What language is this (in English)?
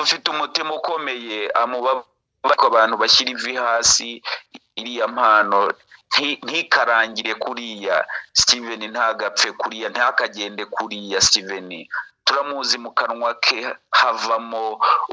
Kinyarwanda